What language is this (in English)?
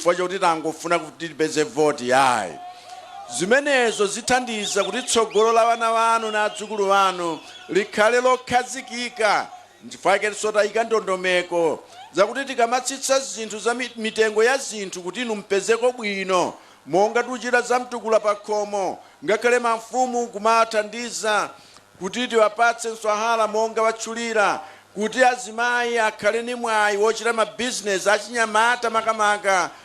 Nyanja